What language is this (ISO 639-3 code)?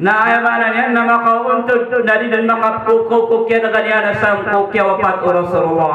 mrw